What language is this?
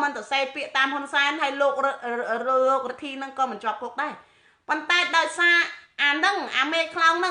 Khmer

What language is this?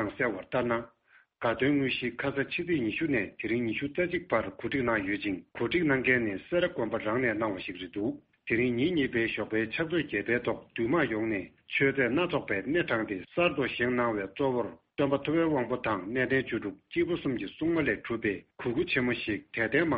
Tibetan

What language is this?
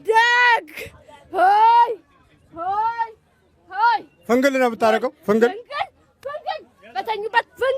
Amharic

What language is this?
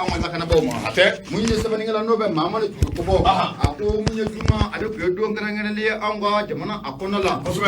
Bambara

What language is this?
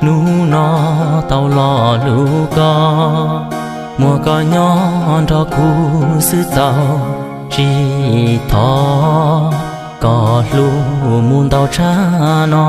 Hmong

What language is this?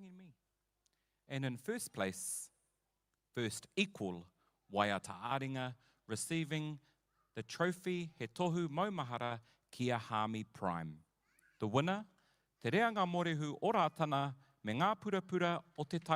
Māori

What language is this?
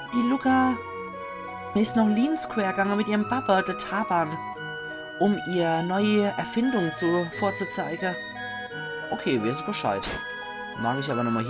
Palatine German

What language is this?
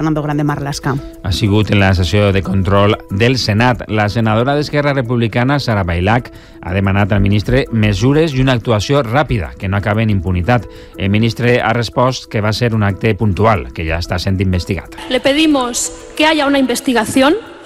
Catalan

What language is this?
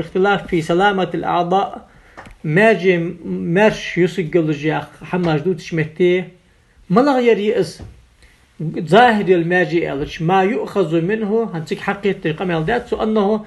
Ingush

